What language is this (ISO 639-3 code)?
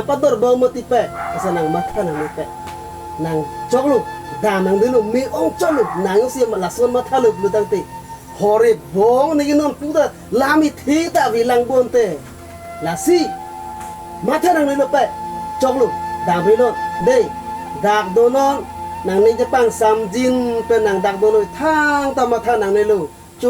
mjw